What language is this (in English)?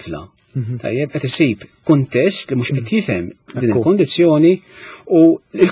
Maltese